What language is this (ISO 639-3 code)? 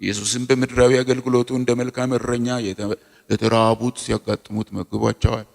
amh